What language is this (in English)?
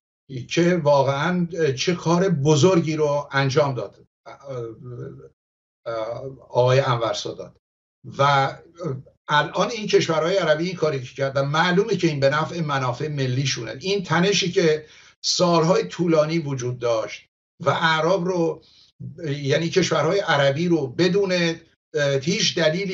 Persian